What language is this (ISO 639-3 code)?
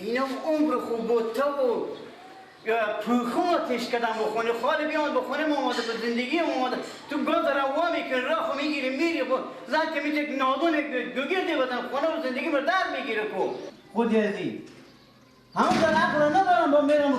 fas